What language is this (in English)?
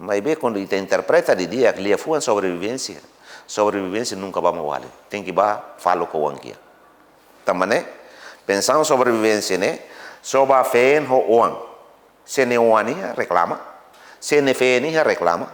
Tetum